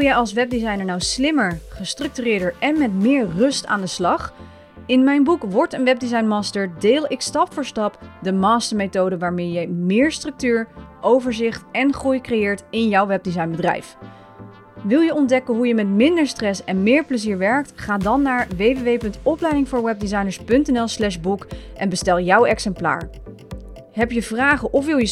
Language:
Dutch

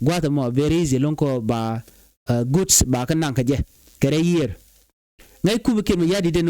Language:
Nuer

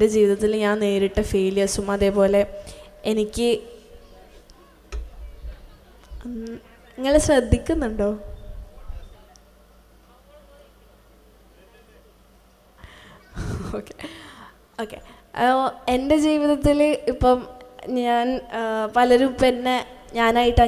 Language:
Malayalam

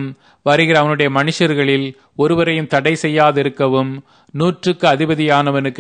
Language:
Tamil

